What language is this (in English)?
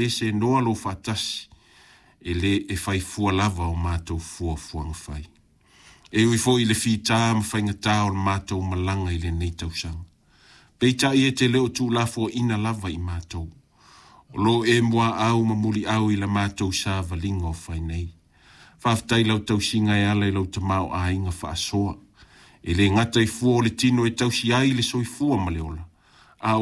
Samoan